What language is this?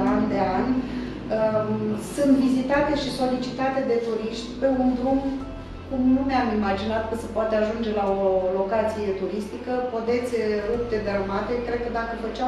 Romanian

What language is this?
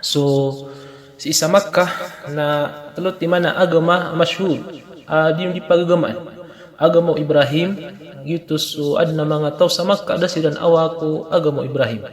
Maranao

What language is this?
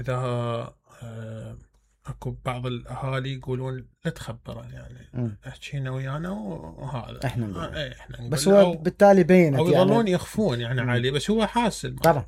Mesopotamian Arabic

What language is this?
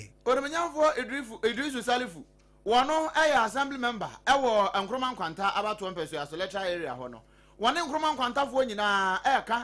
Akan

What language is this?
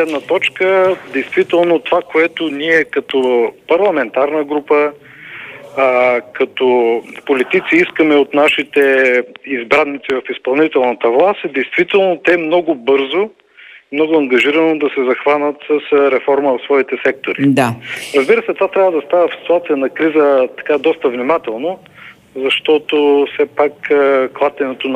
Bulgarian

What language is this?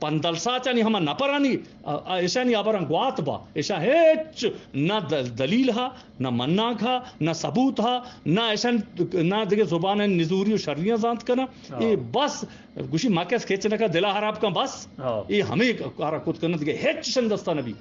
Eastern Balochi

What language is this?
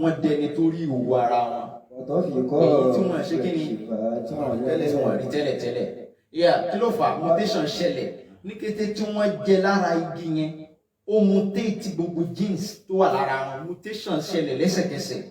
Yoruba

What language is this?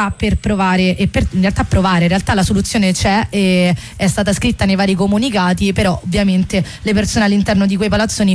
Italian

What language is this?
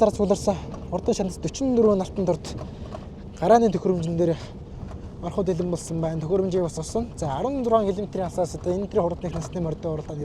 Mongolian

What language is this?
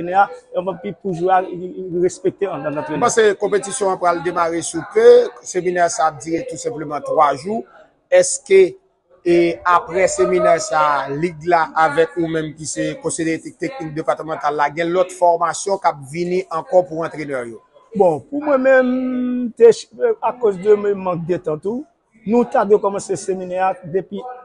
Haitian Creole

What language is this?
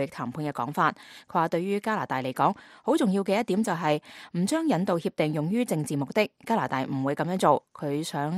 Cantonese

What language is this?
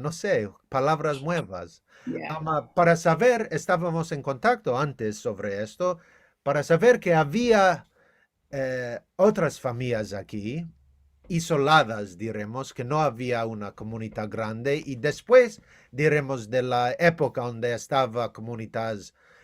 Ladino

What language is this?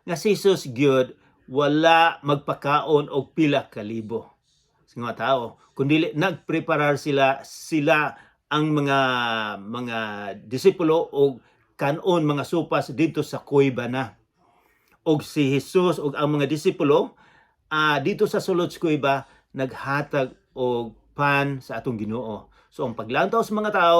Cebuano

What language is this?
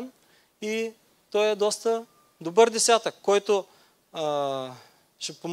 Bulgarian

